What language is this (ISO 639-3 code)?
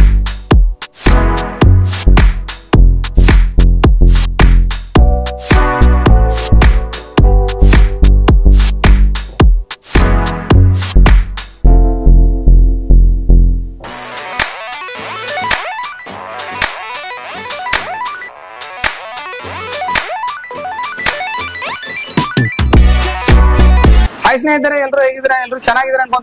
kan